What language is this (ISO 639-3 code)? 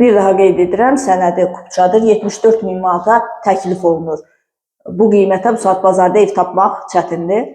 aze